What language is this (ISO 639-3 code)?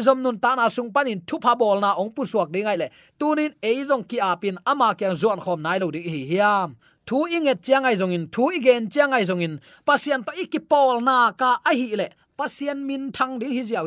ctd